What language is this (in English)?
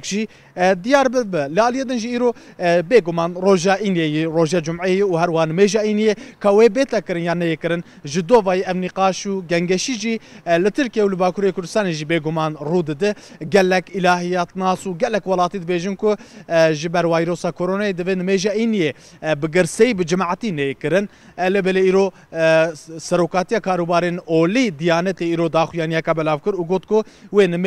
Kurdish